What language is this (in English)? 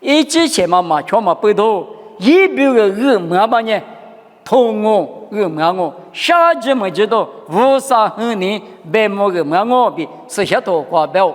Lisu